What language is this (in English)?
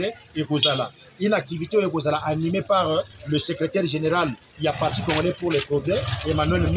Lingala